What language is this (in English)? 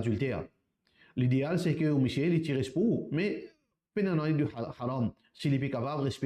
Morisyen